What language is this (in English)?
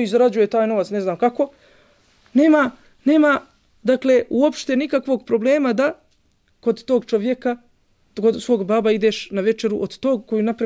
Bosnian